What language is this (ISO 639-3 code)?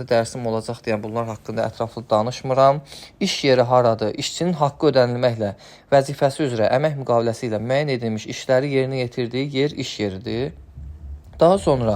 aze